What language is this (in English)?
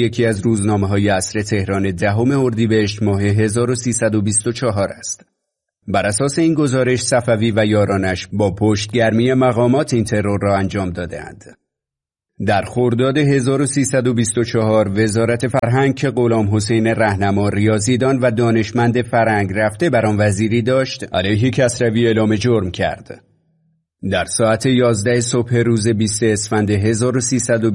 Persian